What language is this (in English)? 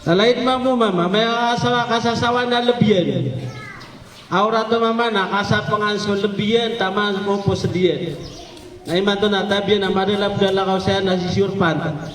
Maranao